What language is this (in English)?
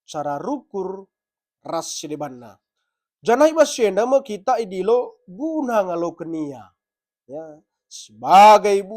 Batak Karo